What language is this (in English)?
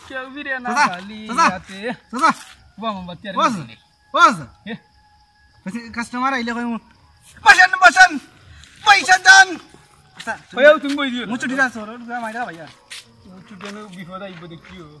Sylheti